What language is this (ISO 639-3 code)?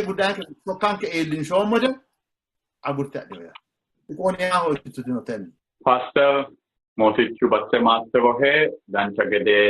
sid